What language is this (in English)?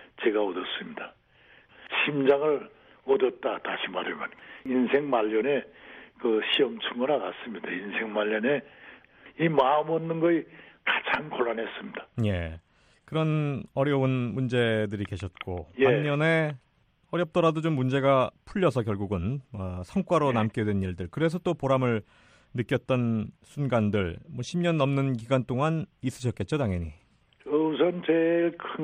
Korean